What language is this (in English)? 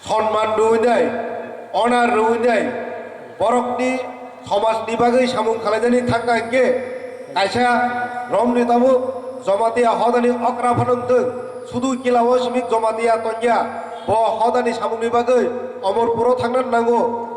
Kok Borok